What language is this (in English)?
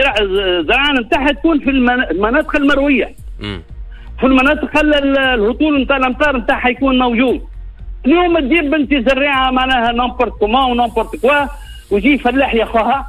Tunisian Arabic